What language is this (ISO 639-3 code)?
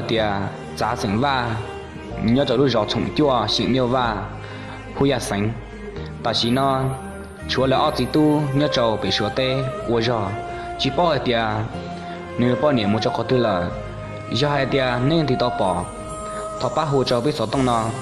hmn